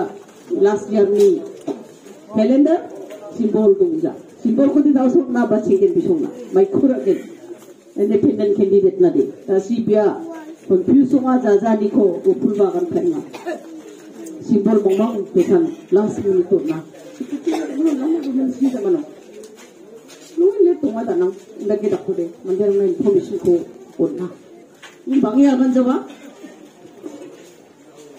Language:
Garo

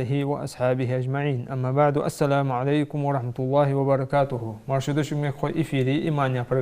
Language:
Ingush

